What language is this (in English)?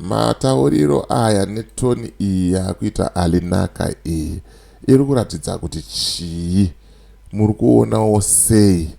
Shona